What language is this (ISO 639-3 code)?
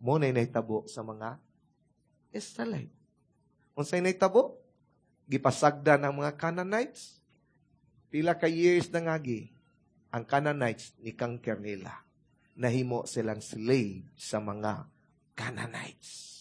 ceb